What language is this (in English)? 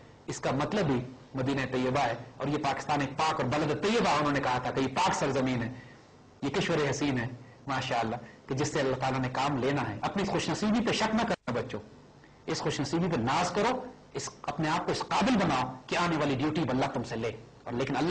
Urdu